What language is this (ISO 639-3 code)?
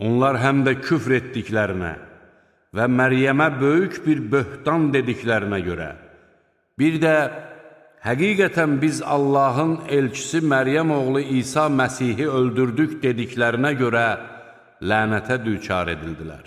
aze